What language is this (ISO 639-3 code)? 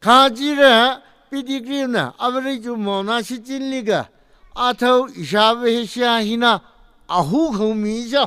nmf